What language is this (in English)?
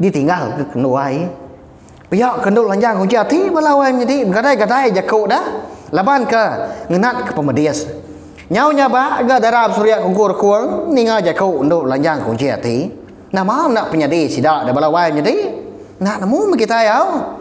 Iban